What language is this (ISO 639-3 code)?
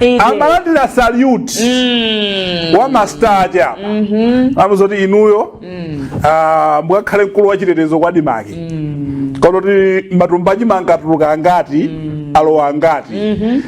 nya